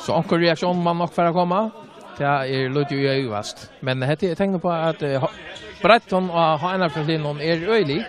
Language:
Faroese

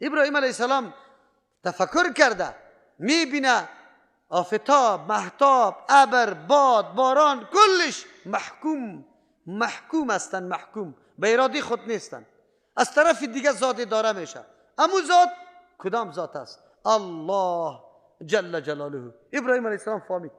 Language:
Persian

